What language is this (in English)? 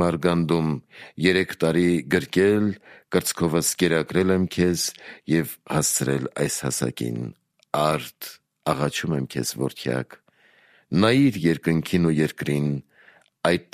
Armenian